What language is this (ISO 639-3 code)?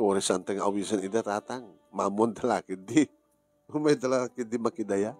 ilo